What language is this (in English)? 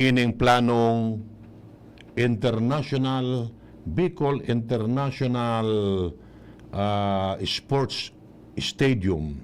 Bikol